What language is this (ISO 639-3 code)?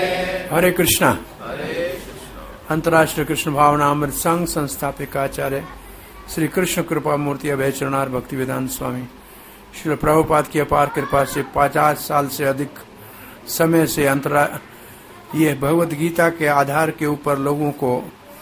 hin